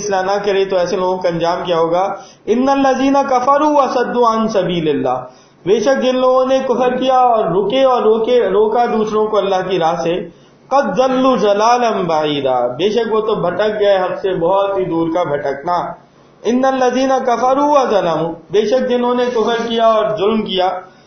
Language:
Urdu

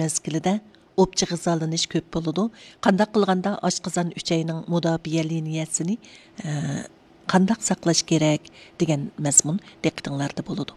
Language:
Uyghur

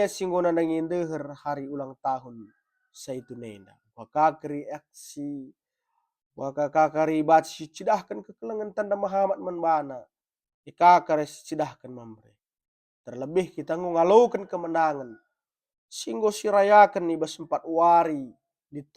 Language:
Batak Karo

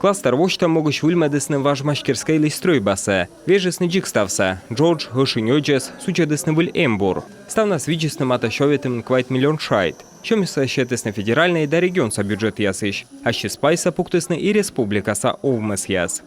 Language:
Komi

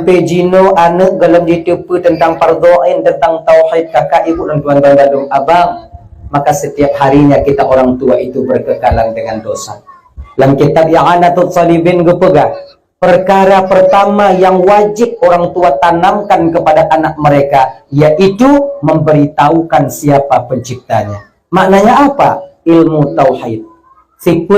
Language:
Achinese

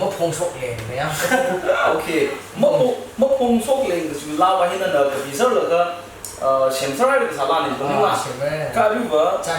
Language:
Tangkhul Naga (India)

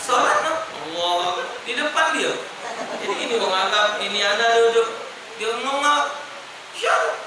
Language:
Musi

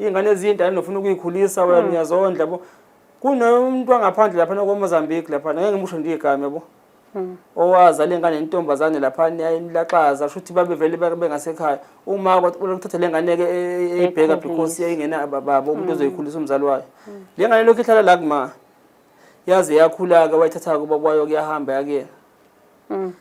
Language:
Zulu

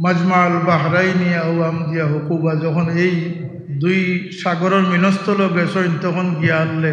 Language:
Sylheti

